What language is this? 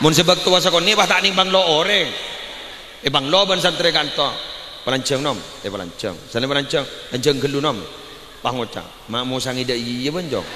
Madurese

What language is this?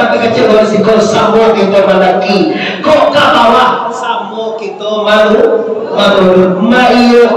Minangkabau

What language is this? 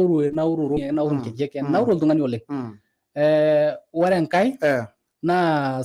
Masai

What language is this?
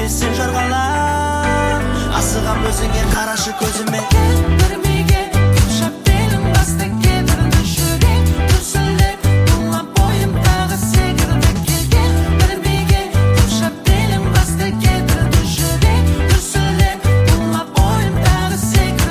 Kazakh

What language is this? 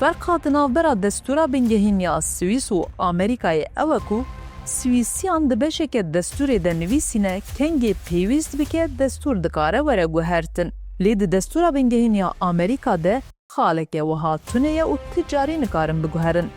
Kurdish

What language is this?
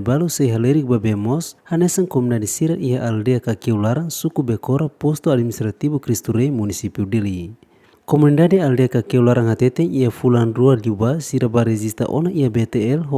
Tetum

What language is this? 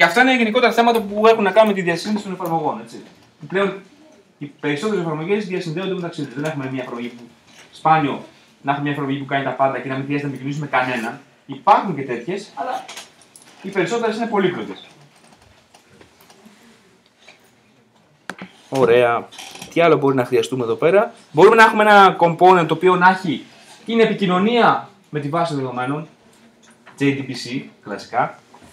Greek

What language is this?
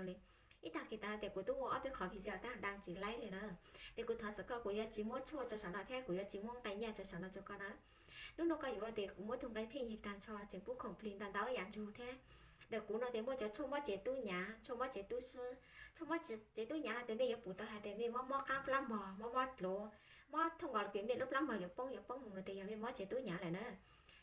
Hmong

